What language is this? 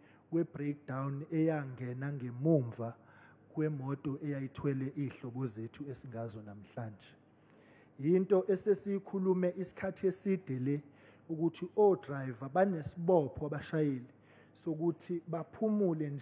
Zulu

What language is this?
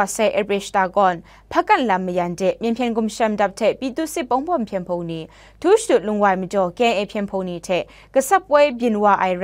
Kachin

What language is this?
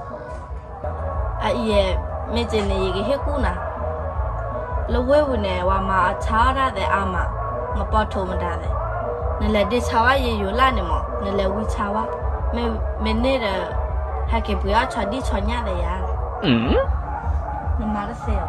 S'gaw Karen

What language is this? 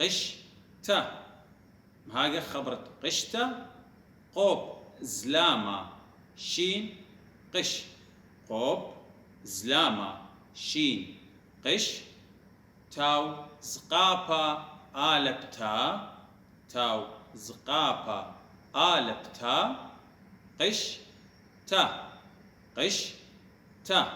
Assyrian Neo-Aramaic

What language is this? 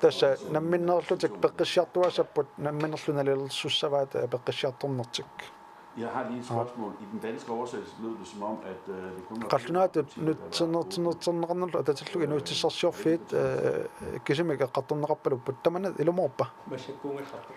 Kalaallisut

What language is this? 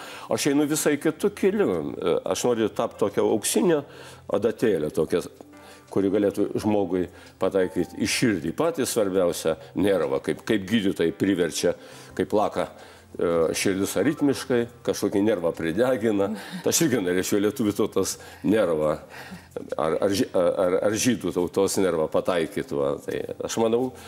Lithuanian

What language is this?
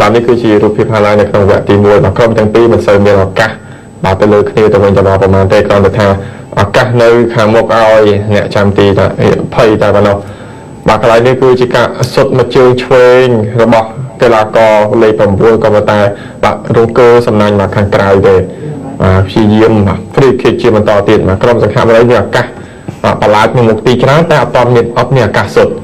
Khmer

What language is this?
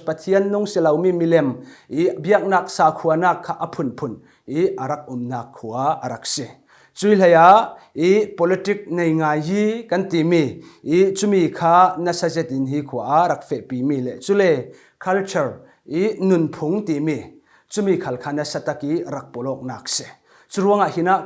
Falam Chin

